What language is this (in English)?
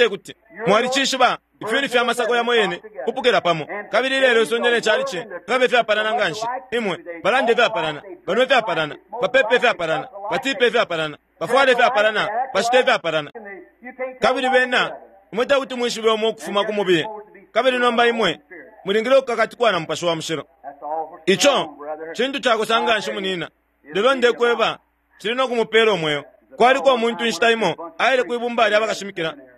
Bemba